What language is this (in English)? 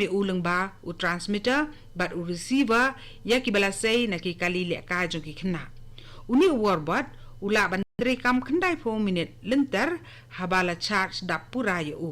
Khasi